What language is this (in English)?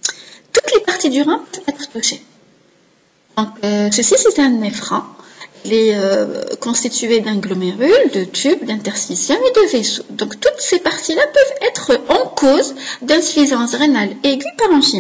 French